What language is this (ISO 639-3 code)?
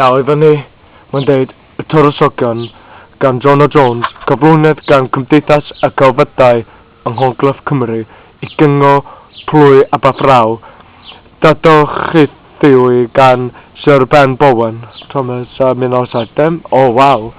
cym